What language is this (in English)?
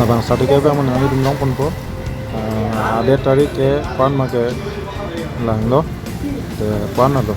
Karbi